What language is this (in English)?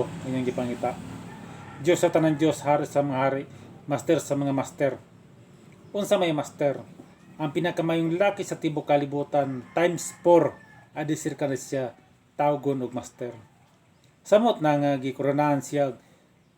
Cebuano